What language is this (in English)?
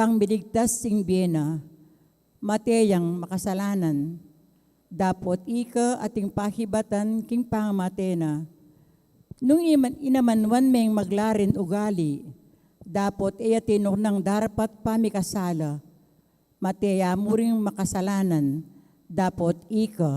Pampanga